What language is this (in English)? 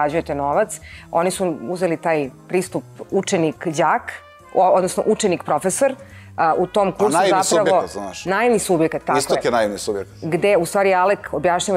Serbian